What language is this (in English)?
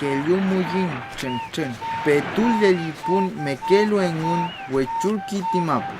Mapuche